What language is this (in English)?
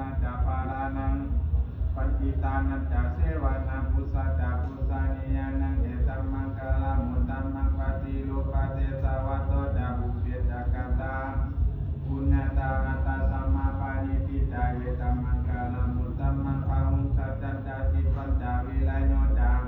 Pali